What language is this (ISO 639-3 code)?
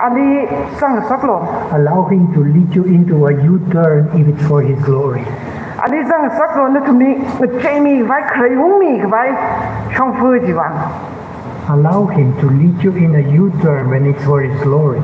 nmf